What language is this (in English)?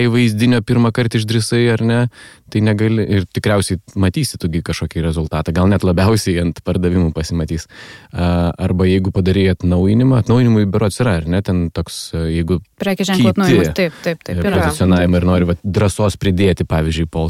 Lithuanian